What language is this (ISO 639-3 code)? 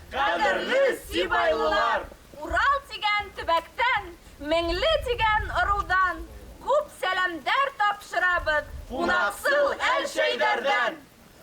bak